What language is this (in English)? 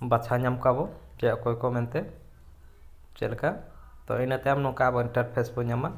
Santali